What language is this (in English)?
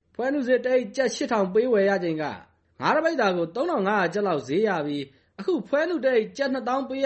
Burmese